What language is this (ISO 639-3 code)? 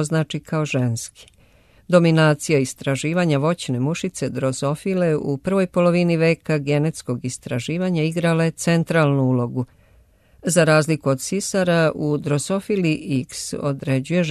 srp